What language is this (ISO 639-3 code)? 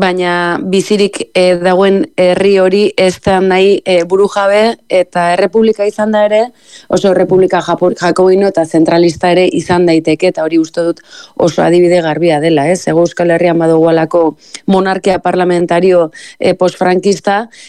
eus